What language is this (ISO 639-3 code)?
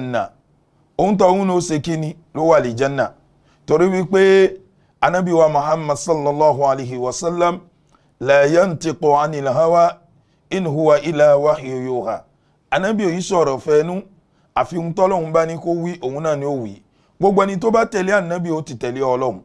yor